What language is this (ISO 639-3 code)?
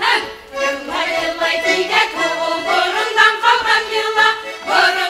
bak